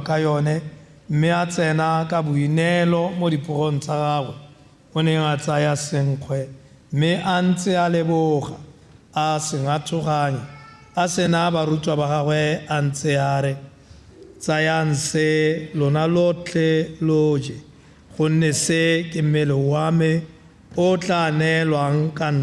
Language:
Tswana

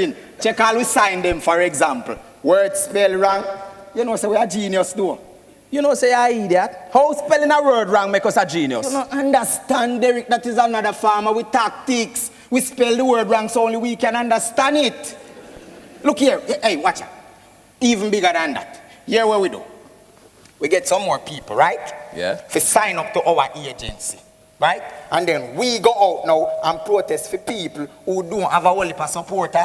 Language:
Jamaican Creole English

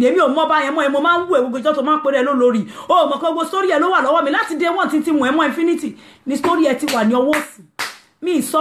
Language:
Yoruba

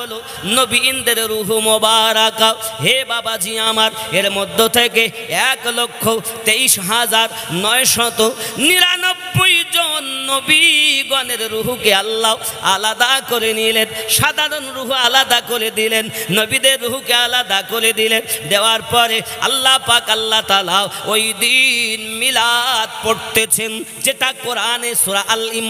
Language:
Bangla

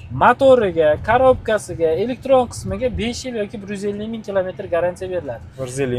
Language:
Uzbek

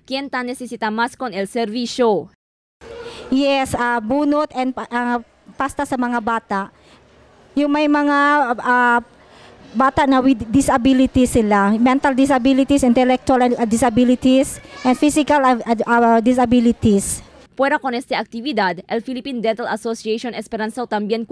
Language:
Chavacano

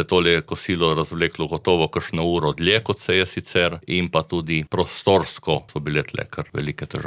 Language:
Slovenian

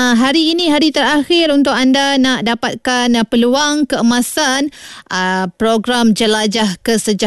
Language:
Malay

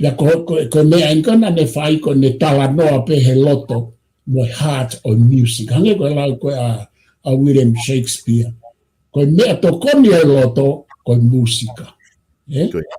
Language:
Tongan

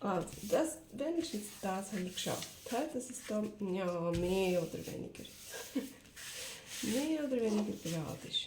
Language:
Swiss German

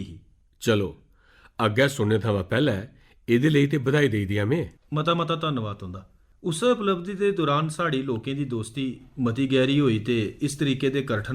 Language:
Dogri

